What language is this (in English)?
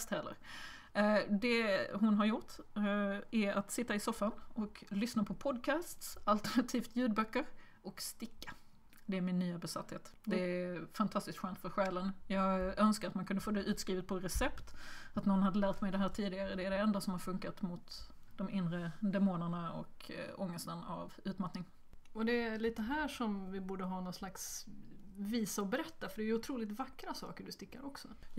Swedish